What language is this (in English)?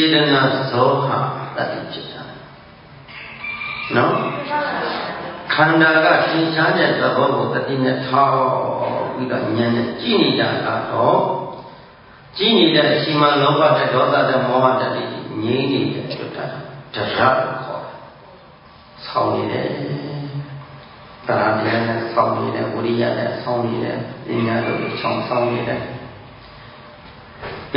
Burmese